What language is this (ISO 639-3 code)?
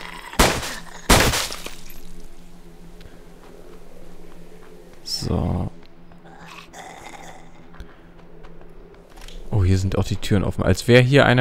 deu